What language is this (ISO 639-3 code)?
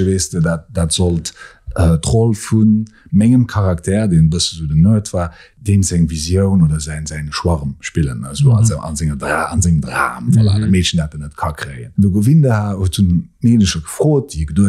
ltz